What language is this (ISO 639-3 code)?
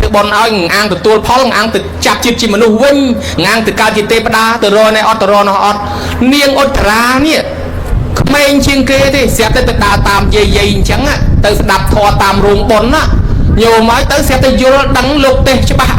khm